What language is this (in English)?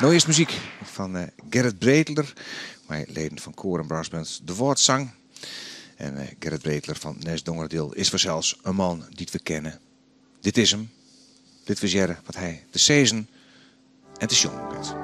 Western Frisian